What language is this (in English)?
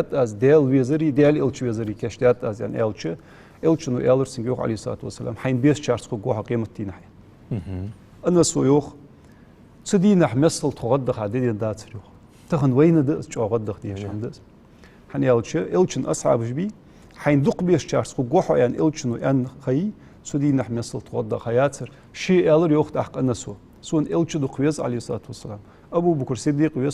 Ingush